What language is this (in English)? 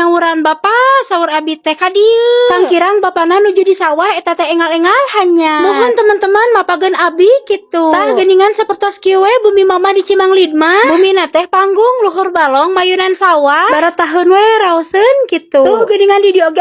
Sundanese